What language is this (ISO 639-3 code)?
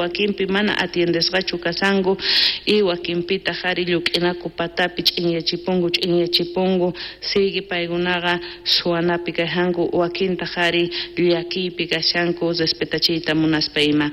quh